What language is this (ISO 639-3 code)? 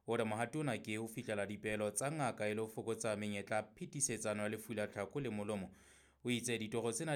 sot